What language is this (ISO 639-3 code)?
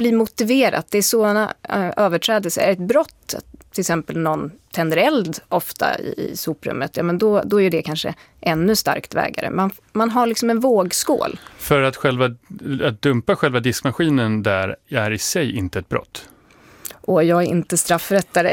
swe